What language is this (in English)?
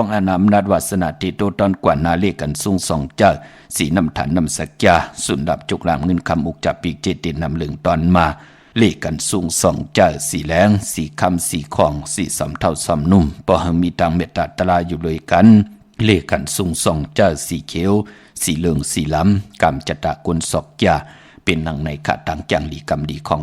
Shan